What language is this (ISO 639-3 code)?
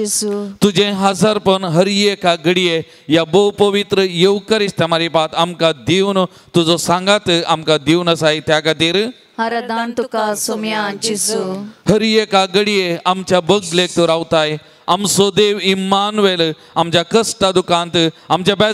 kok